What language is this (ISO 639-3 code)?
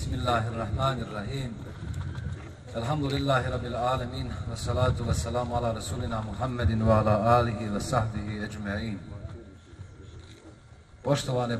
bos